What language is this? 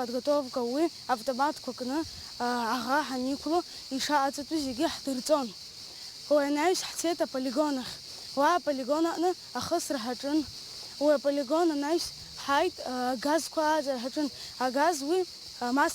Abkhazian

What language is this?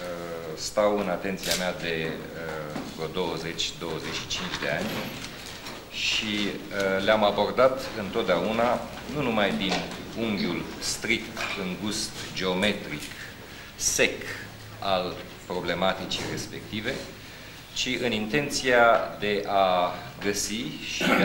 Romanian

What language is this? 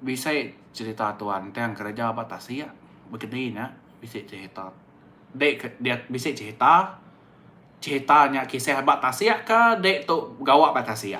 Iban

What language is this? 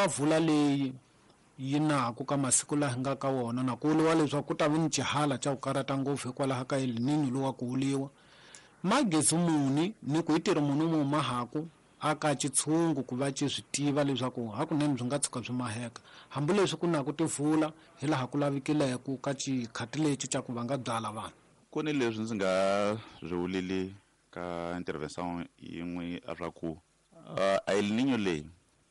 Tsonga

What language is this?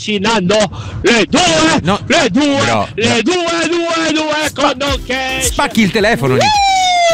Italian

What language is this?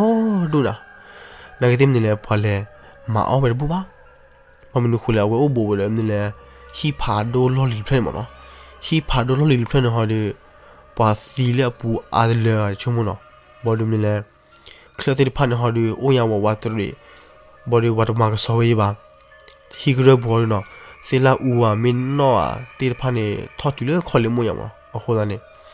S'gaw Karen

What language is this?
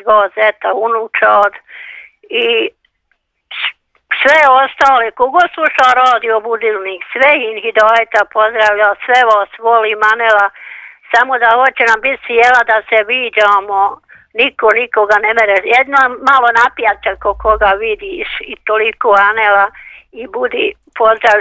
Bosnian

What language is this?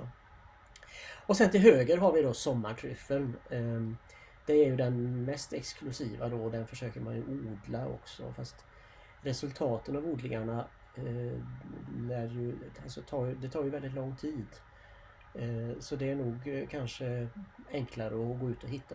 Swedish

